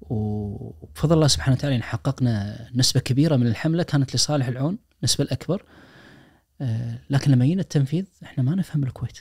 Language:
Najdi Arabic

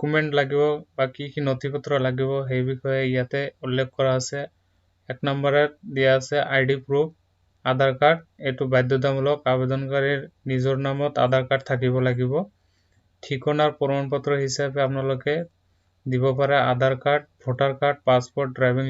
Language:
Assamese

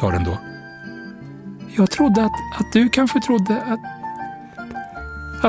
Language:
Swedish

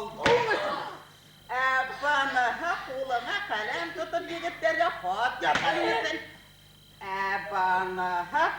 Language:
Bashkir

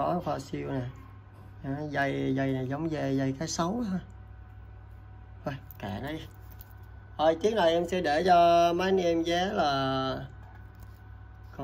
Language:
Vietnamese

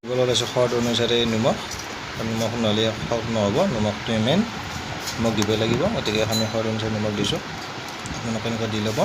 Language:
Assamese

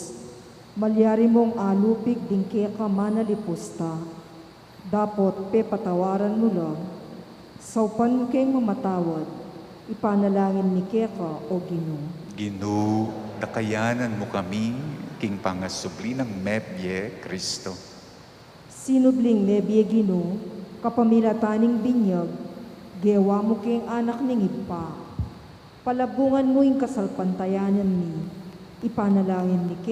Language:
Pampanga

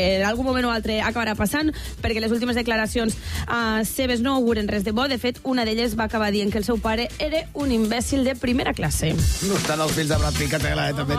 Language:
Catalan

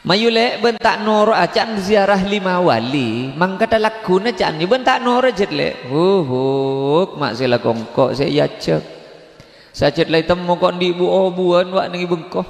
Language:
Madurese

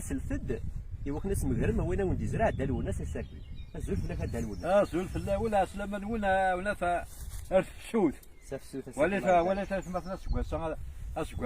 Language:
Kabyle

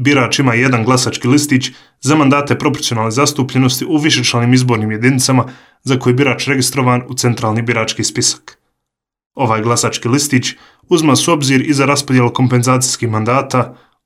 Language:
Bosnian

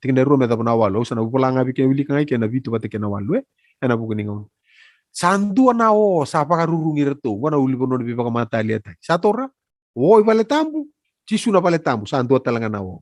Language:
Fijian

